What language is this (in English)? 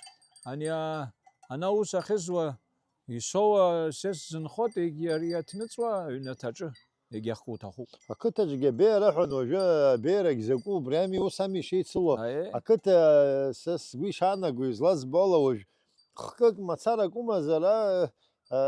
Abkhazian